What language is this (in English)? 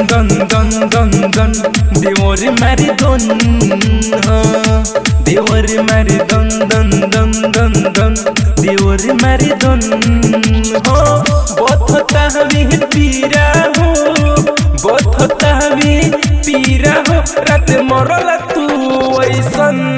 Bhojpuri